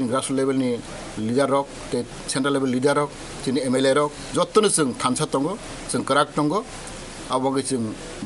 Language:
Kok Borok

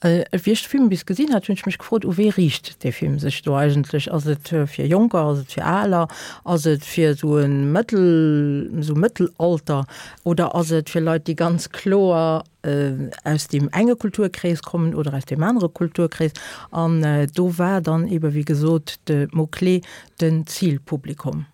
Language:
Luxembourgish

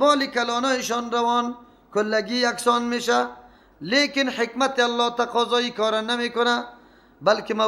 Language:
Persian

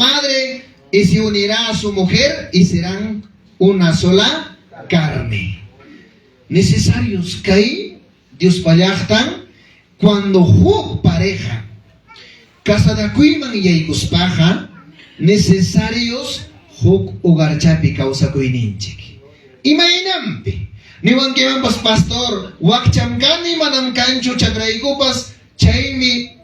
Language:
Ayacucho Quechua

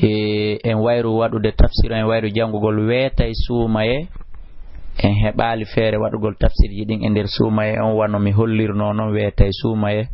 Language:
Fula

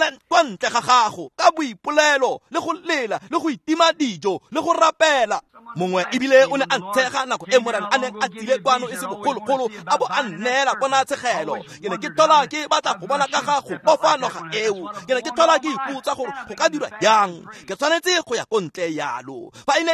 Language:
Tswana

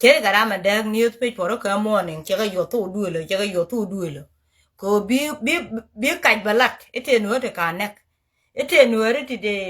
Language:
Nuer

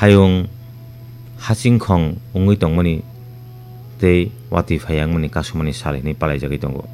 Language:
Kok Borok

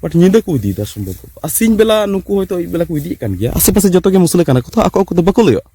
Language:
Santali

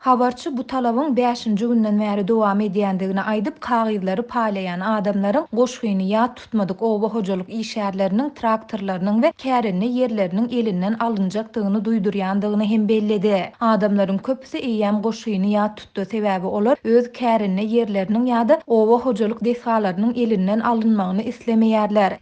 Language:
Turkmen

